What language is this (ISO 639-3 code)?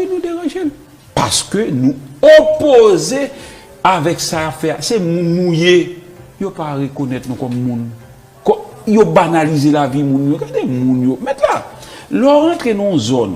hat